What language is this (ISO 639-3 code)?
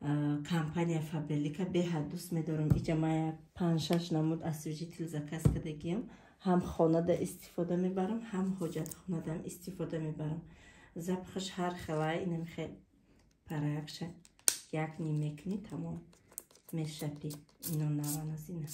tgk